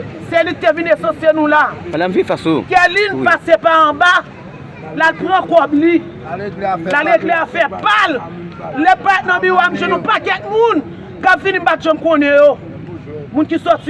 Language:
Haitian Creole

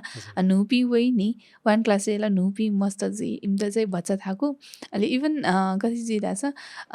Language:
Newari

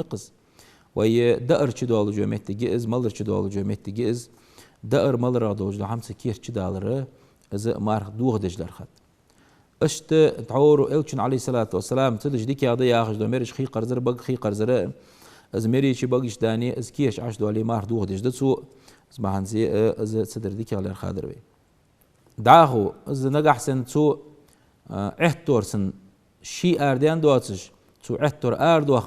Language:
Ingush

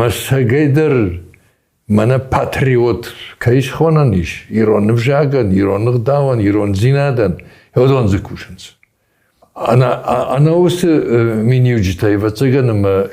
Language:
Ossetic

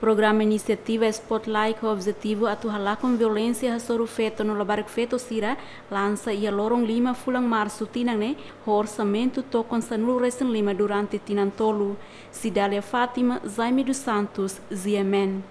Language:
Tetum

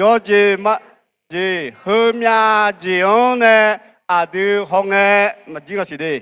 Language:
Akha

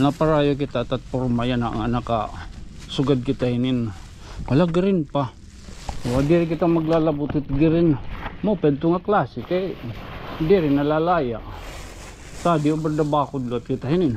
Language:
Waray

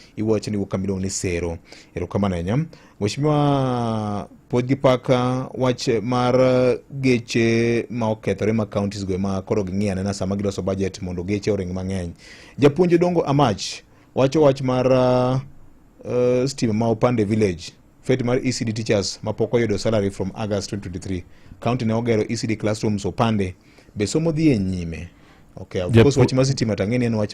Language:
Luo (Kenya and Tanzania)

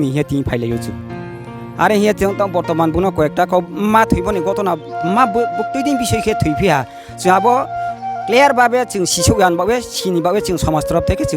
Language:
Riang (India)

